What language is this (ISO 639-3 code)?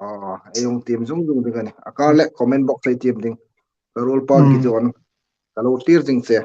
hmr